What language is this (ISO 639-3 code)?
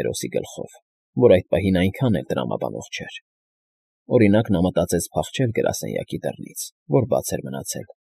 hye